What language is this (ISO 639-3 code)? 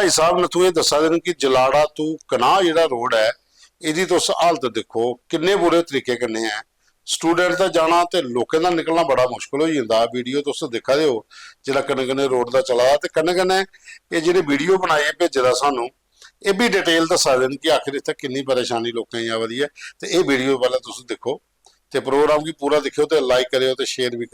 doi